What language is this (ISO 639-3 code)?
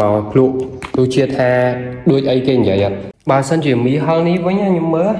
khm